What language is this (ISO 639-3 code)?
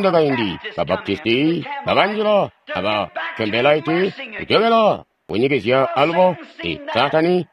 toi